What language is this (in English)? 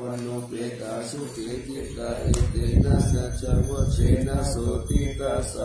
Pali